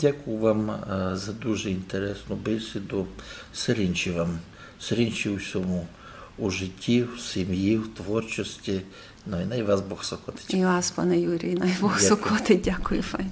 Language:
Rusyn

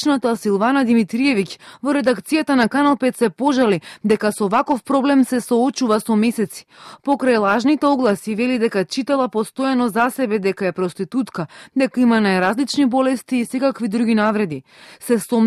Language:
Macedonian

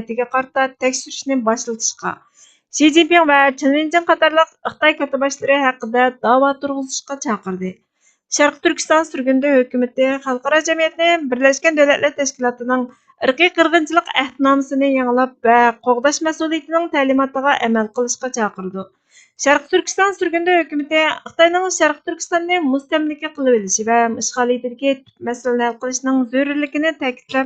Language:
Uyghur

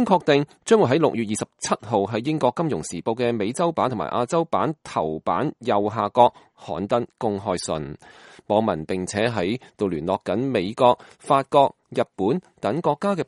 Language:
Cantonese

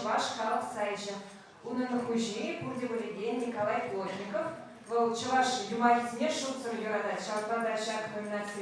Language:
Chuvash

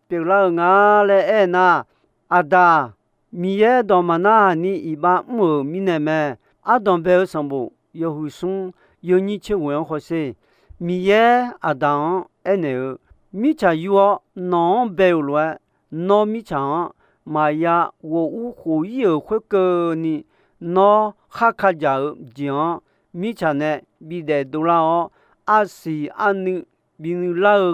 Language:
Akha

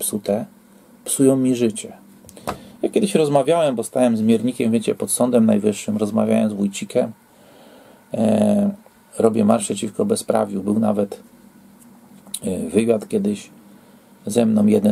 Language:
Polish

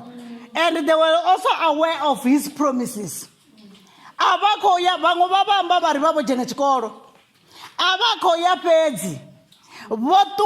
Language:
Venda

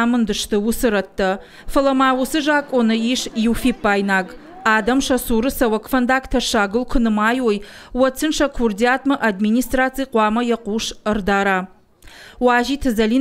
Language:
Ossetic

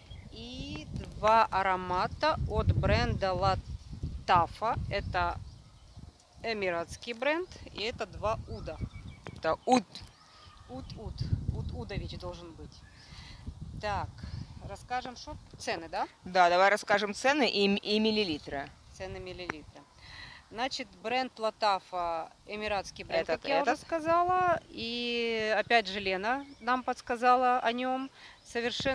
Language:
Russian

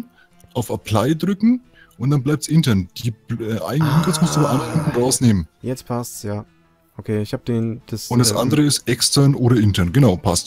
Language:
German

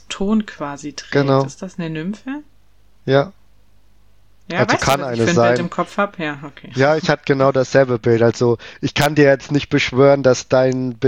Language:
German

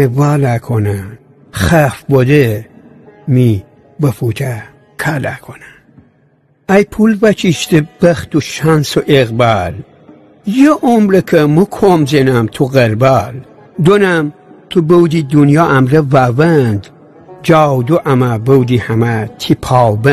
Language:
Gilaki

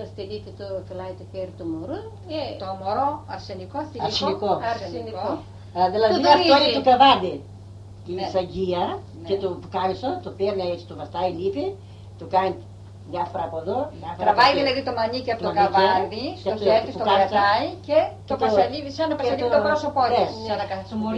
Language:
Greek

